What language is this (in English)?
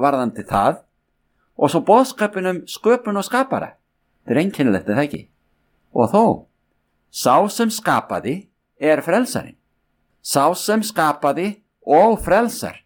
Icelandic